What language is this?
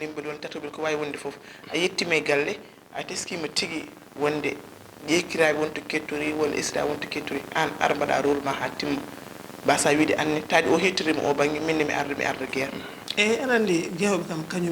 Fula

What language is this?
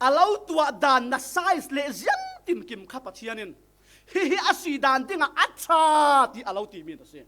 Falam Chin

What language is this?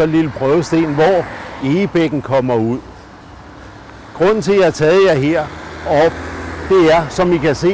Danish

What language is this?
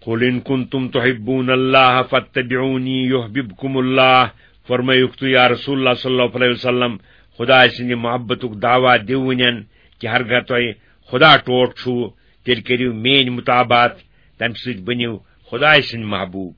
Kashmiri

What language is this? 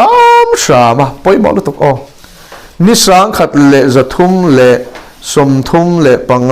Mizo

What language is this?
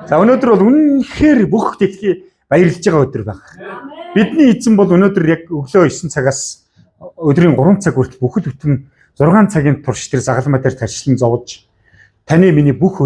Mongolian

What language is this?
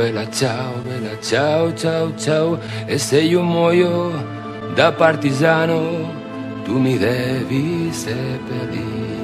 Italian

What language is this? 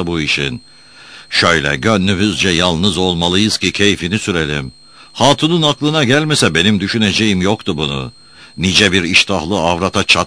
Turkish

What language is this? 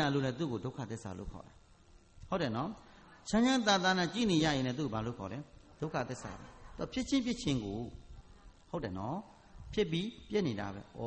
Burmese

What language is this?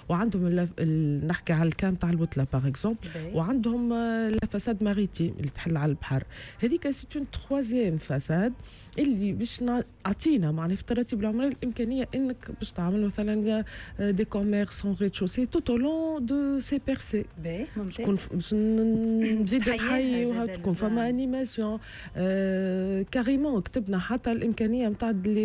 Tunisian Arabic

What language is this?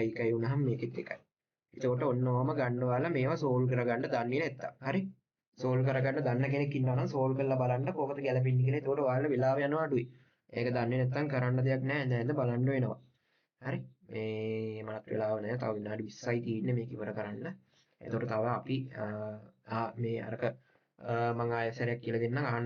Sinhala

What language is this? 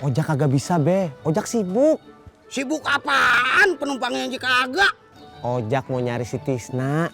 Betawi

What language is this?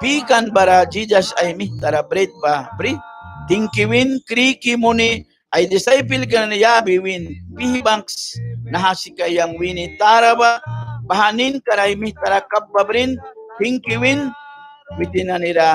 Mískito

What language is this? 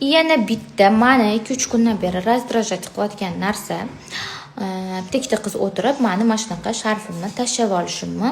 Uzbek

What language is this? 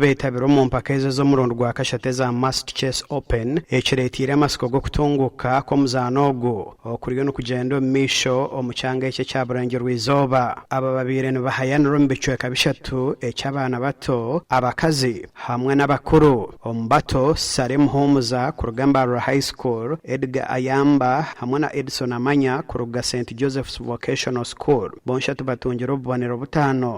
Nyankole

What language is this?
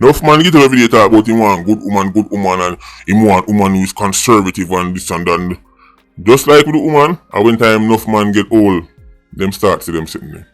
Jamaican Creole English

